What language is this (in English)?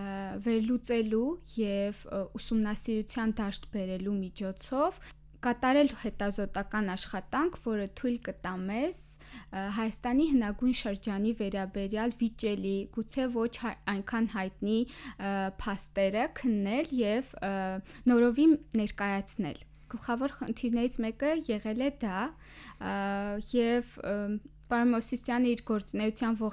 Armenian